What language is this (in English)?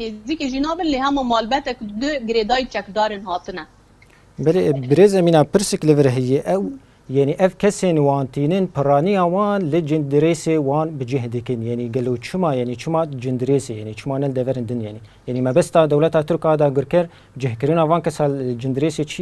Kurdish